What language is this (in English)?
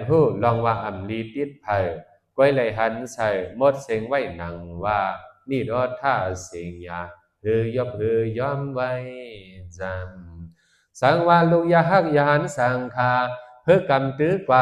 Shan